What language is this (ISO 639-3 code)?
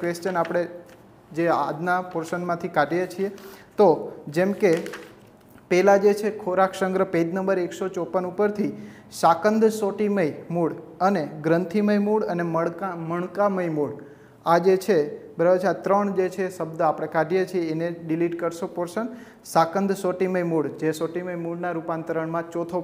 guj